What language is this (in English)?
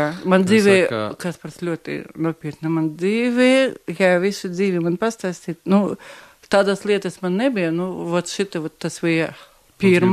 Latvian